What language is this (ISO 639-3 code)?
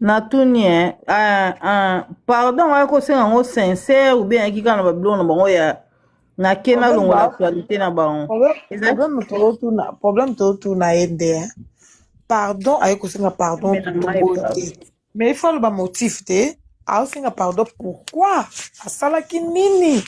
lin